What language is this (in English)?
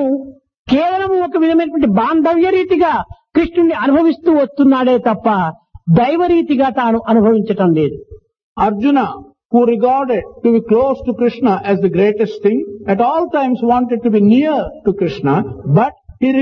Telugu